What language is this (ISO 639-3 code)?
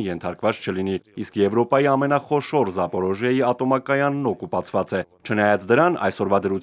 hye